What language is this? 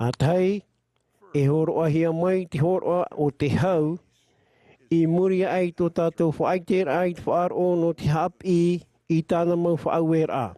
Tahitian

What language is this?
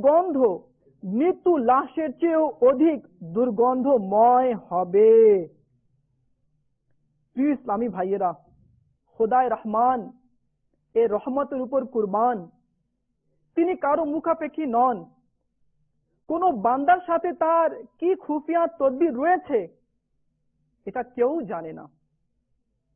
Bangla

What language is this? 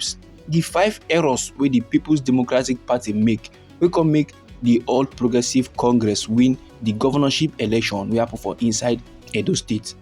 Nigerian Pidgin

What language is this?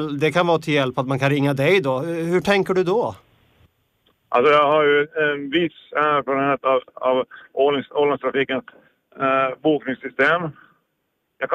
Swedish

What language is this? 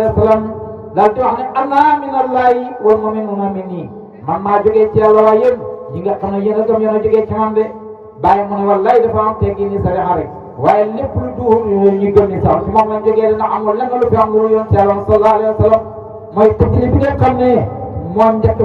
Wolof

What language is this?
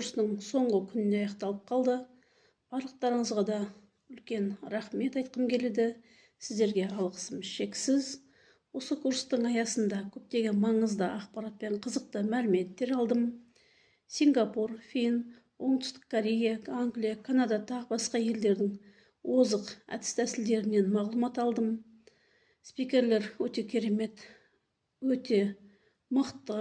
Kazakh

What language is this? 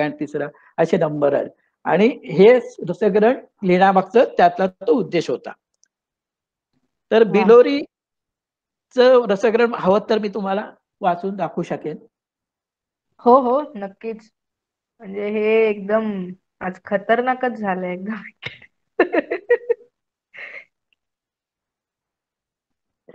Marathi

